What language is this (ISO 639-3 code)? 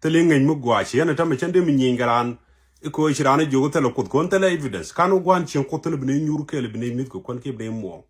nus